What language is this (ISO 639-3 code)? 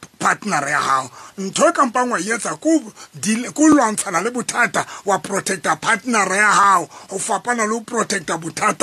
sot